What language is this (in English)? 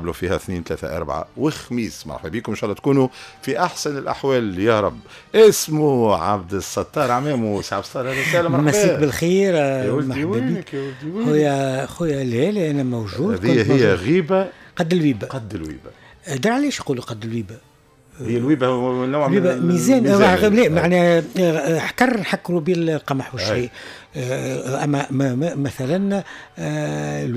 Tunisian Arabic